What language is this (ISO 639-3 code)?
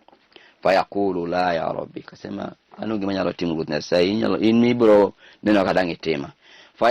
luo